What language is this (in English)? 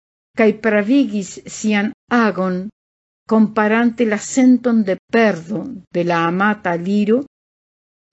Esperanto